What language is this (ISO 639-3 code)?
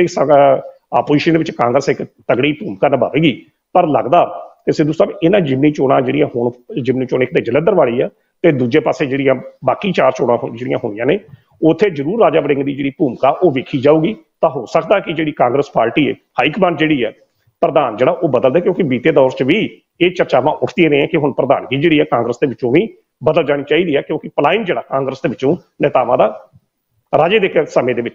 pan